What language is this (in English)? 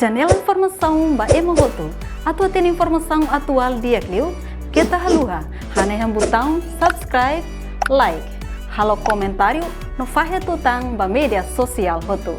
Tetum